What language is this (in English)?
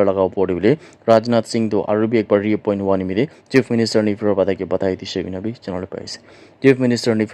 Naga Pidgin